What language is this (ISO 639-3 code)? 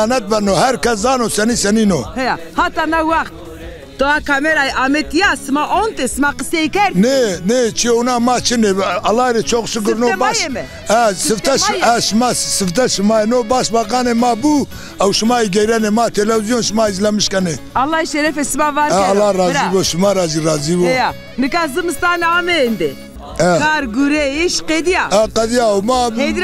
zza